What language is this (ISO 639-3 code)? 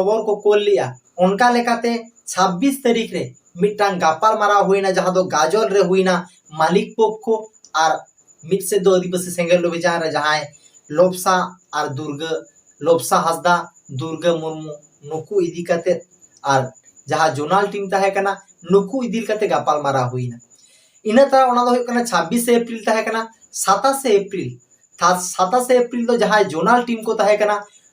sat